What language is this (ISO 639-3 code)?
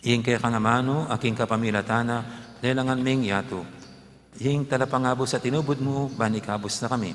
pam